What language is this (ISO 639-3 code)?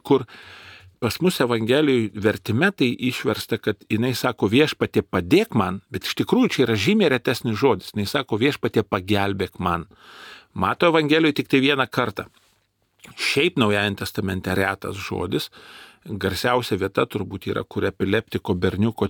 lit